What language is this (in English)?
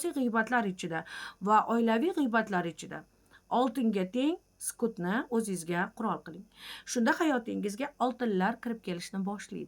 Uzbek